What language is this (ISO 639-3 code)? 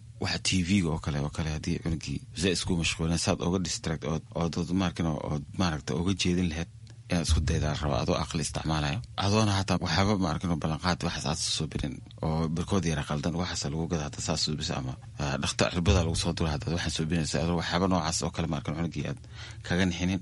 som